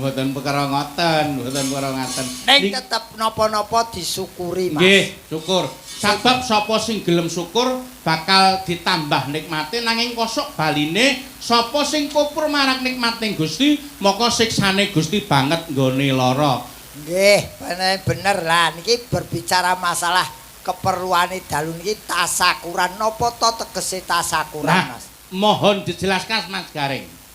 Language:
Javanese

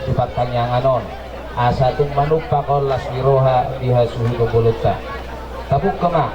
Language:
Batak Toba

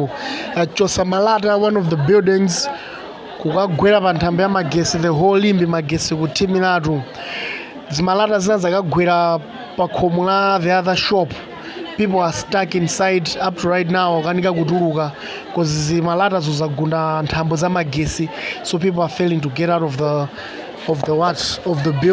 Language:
Nyanja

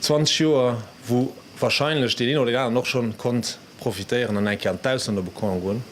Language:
Luxembourgish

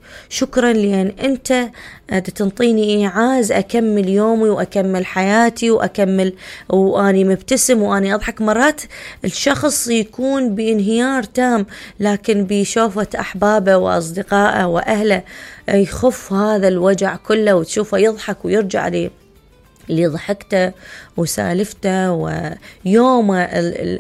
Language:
Mesopotamian Arabic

